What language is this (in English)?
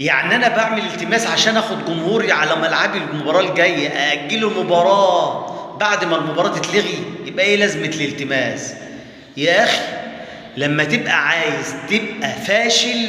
Egyptian Arabic